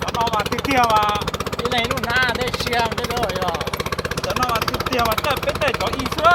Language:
Hmong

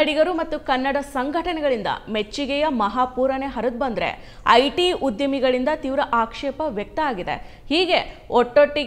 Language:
Kannada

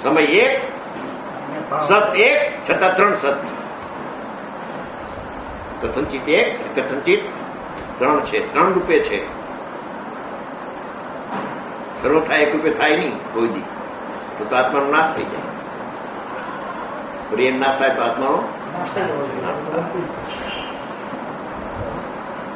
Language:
Gujarati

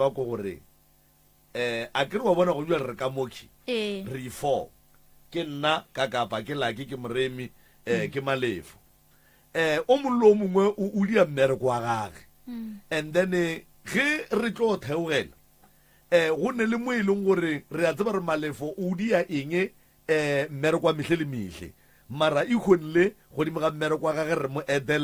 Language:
Northern Sotho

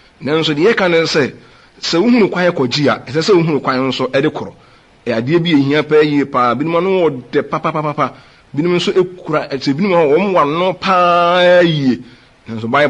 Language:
Akan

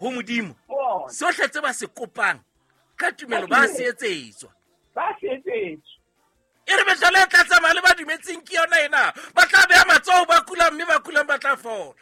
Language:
Southern Sotho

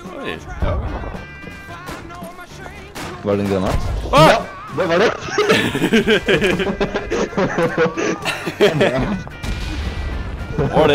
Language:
Norwegian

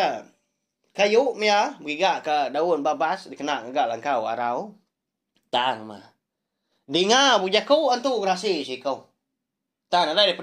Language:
Iban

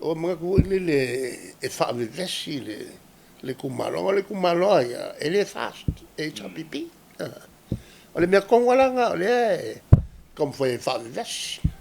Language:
Samoan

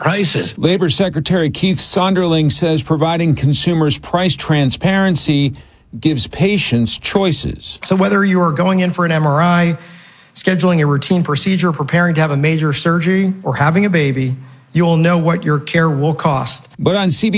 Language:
English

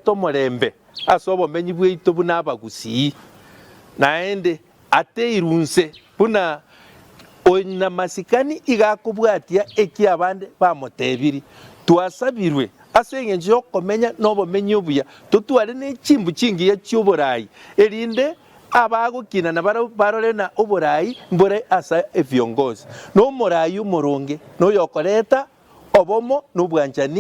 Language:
Gusii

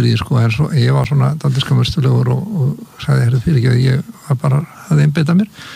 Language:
Icelandic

